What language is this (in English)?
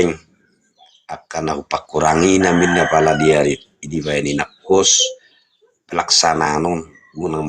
Batak Toba